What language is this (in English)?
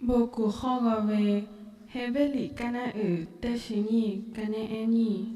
Lahu